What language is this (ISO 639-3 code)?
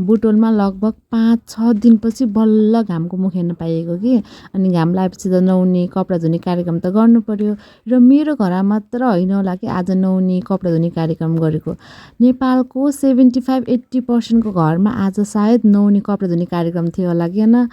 nep